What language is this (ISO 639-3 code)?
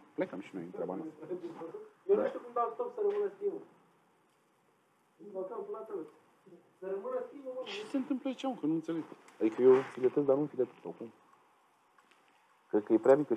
ron